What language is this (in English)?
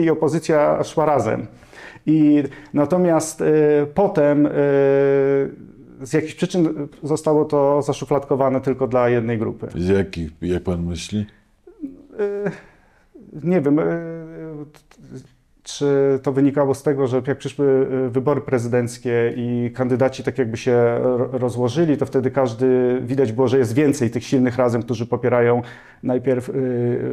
Polish